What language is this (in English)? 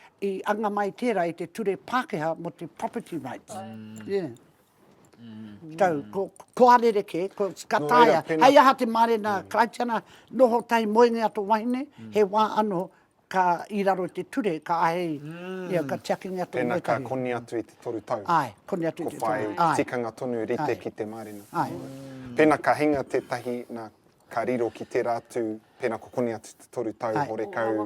Māori